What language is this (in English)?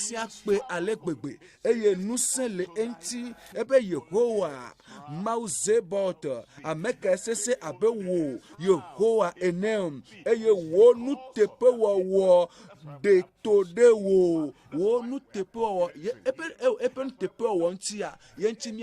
Ewe